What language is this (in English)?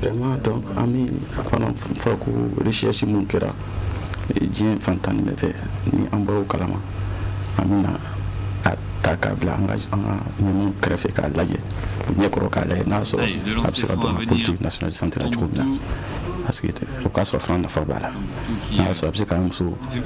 Bambara